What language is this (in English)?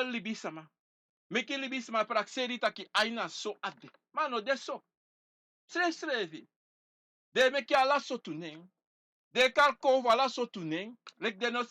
Sranan Tongo